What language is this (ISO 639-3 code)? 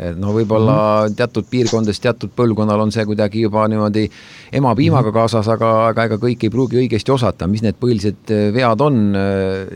est